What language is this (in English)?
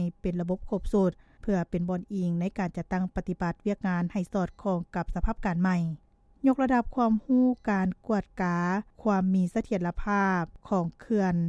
Lao